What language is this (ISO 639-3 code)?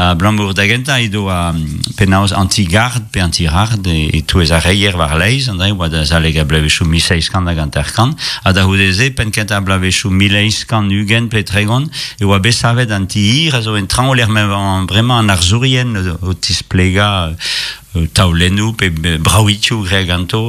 bre